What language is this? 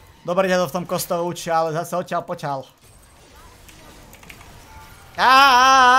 Slovak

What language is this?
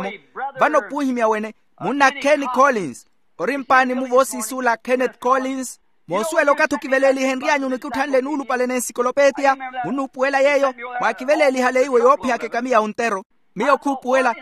Makhuwa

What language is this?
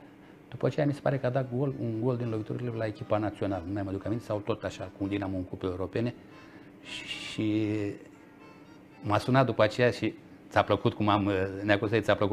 Romanian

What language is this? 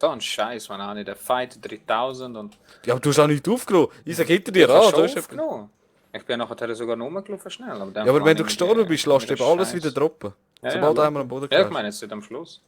Swiss German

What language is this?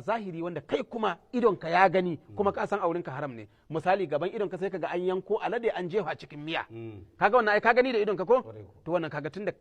Hausa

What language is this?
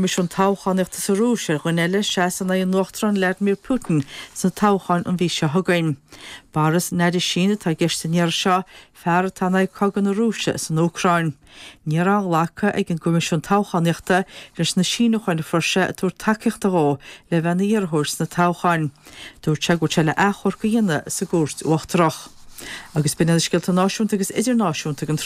Irish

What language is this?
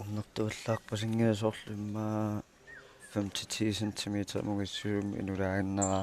Kalaallisut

